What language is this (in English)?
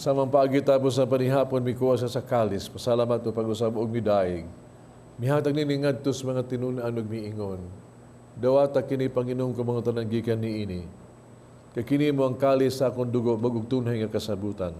Cebuano